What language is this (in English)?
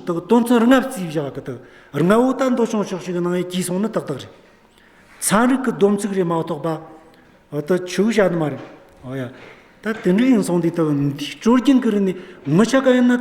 Amdo Tibetan